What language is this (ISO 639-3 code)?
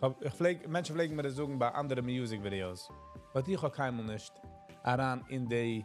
yid